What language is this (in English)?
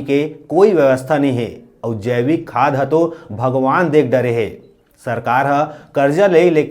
Chhattisgarhi